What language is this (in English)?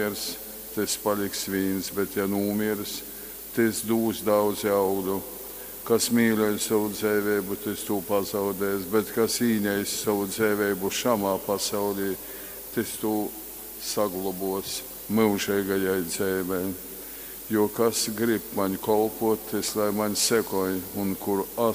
Latgalian